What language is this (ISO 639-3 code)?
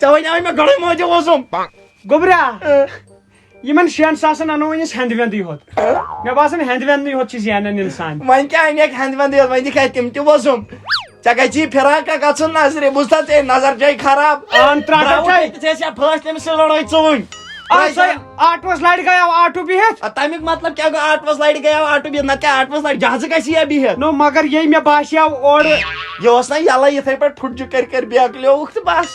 kas